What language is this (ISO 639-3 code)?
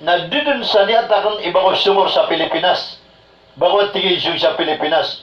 mrw